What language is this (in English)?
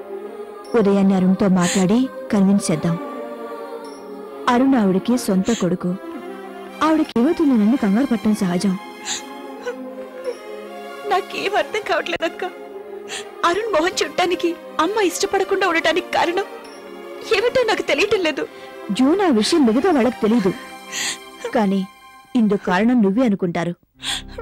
Telugu